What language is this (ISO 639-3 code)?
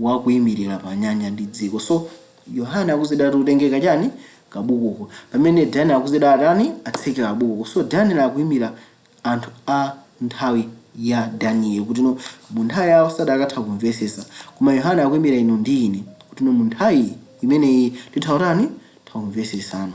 nya